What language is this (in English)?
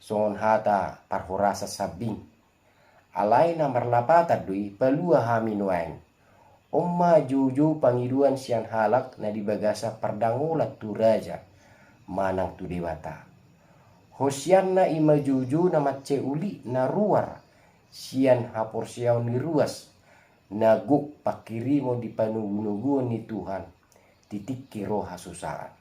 Batak Toba